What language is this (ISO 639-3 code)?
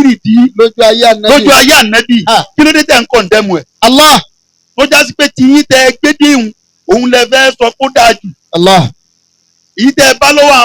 yor